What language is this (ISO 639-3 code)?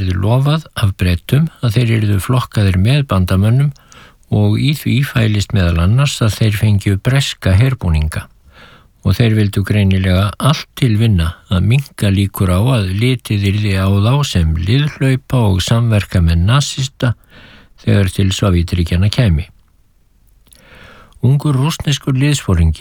isl